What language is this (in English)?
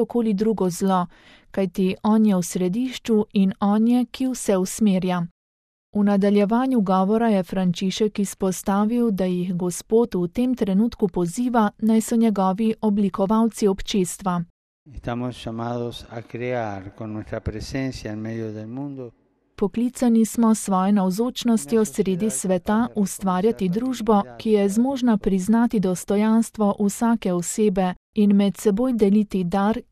Slovenian